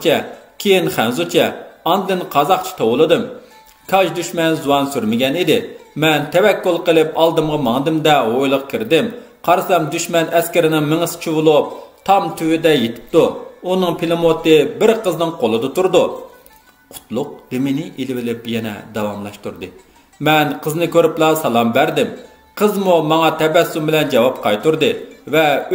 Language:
Uyghur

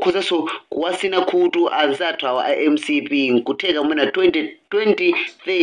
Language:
Nyanja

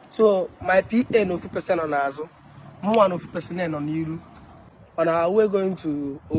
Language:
Igbo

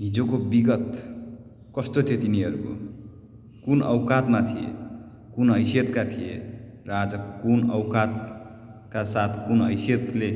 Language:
Nepali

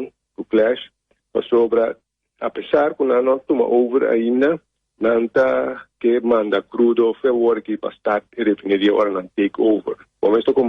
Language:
Papiamento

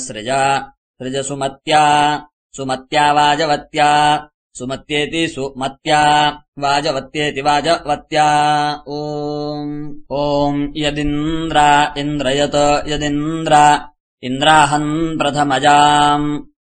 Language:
Sanskrit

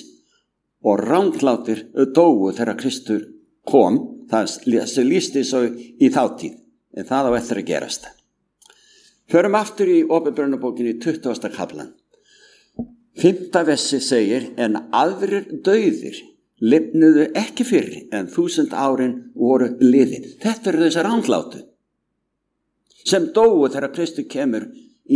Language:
Icelandic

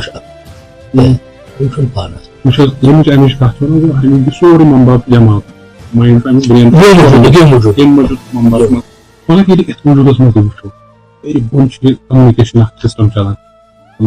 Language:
Kashmiri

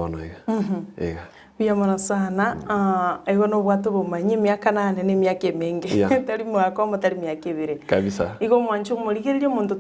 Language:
Gusii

